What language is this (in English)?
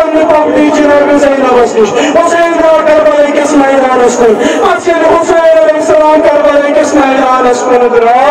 Kashmiri